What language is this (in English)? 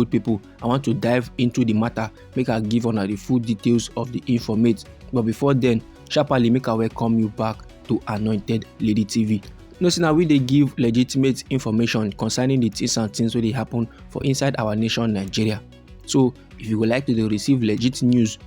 Nigerian Pidgin